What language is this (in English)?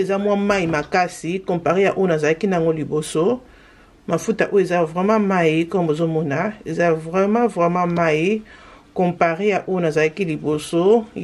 Lingala